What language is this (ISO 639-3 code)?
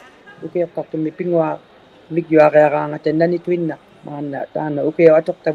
iku